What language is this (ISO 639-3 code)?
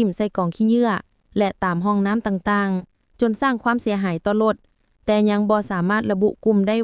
lao